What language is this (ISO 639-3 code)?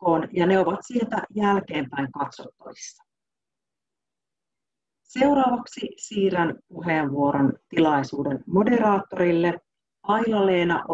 fin